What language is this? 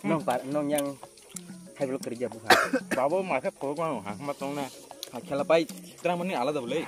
Kok Borok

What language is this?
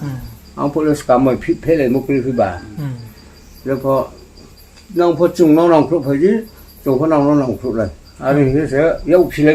Riang (India)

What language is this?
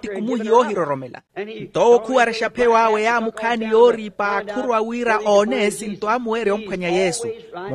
Makhuwa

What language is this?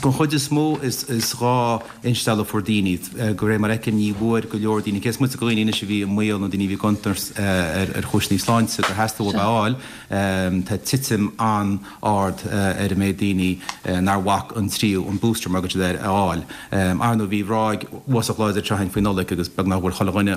Irish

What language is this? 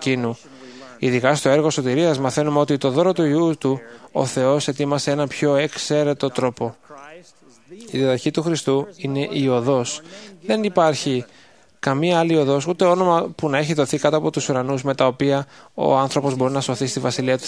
Greek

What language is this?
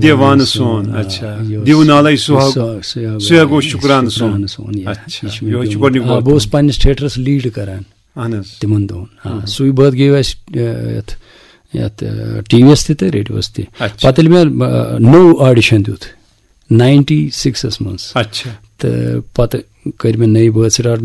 Kashmiri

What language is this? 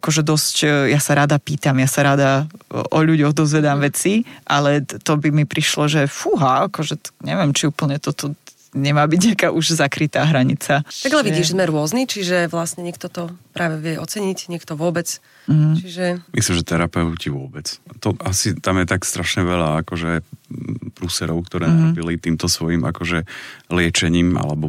Slovak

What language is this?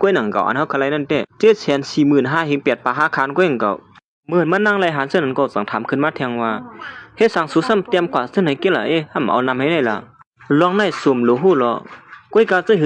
Shan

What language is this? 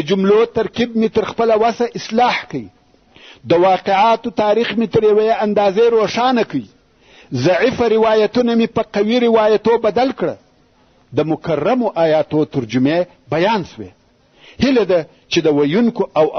Pashto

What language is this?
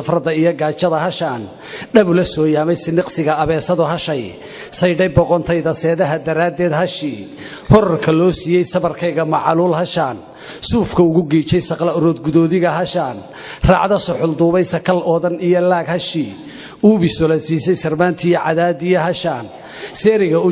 Somali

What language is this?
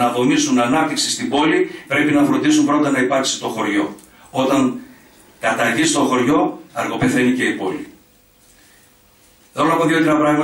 Greek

